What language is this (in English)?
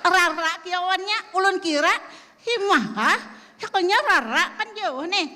Banjar